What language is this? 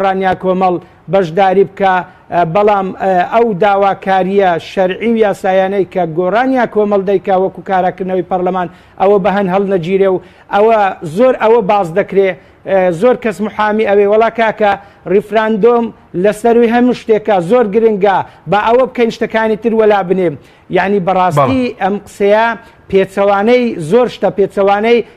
Central Kurdish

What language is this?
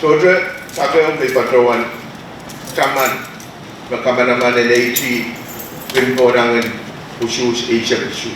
Pohnpeian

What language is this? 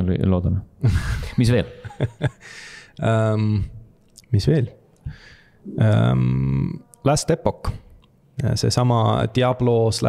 Estonian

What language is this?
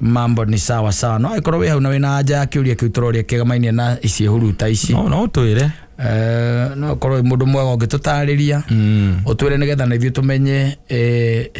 Kikuyu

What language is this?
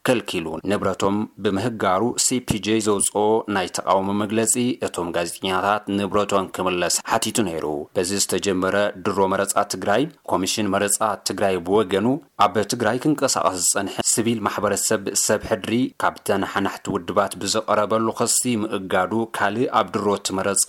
Tigrinya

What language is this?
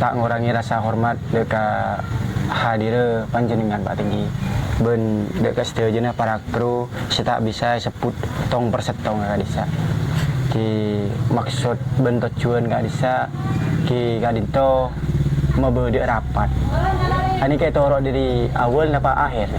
Madurese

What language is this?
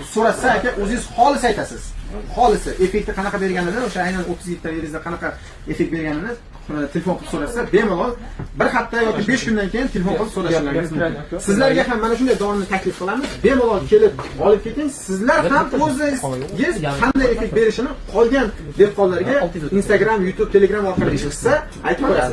Uzbek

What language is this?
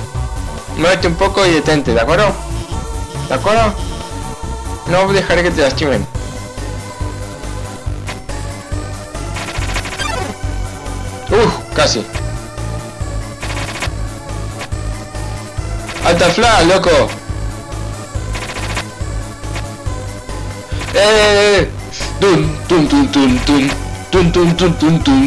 Spanish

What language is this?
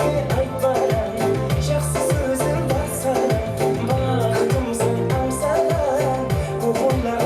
Kara-Kalpak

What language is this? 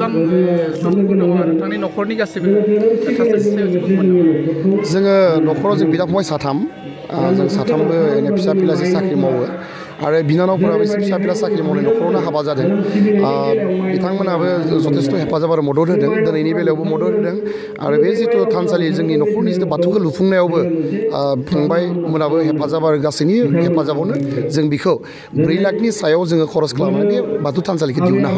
Bodo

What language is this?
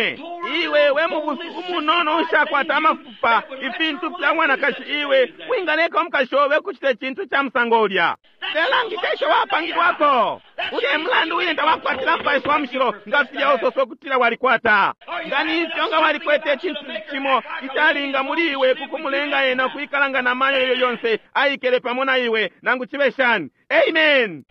Bemba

